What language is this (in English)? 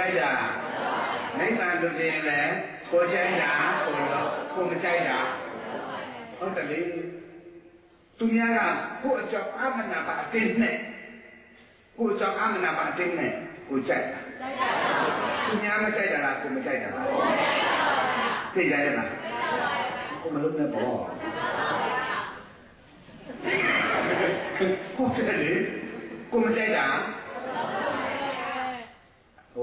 Burmese